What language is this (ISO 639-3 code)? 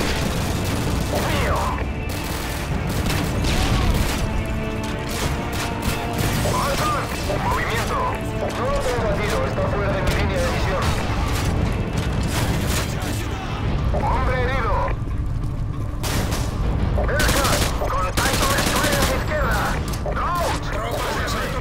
spa